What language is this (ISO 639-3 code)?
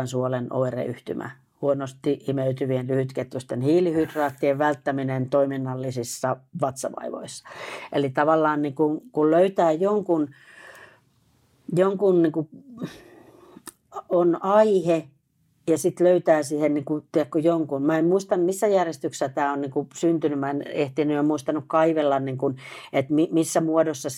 fin